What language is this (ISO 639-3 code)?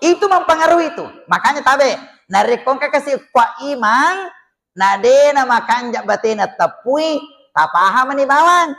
bug